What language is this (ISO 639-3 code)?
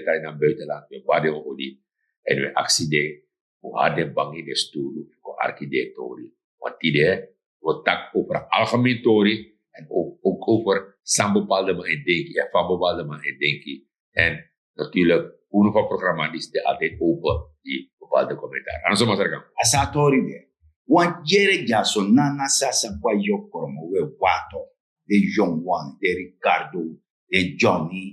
srn